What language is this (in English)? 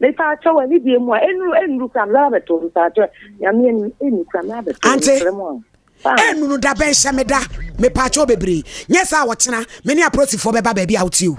Akan